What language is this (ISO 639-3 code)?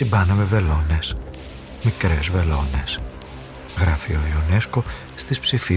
ell